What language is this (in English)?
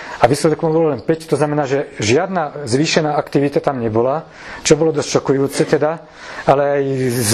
Slovak